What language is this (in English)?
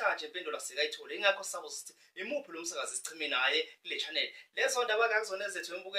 Zulu